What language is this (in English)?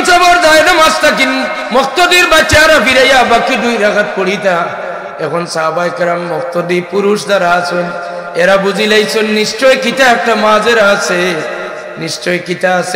Sylheti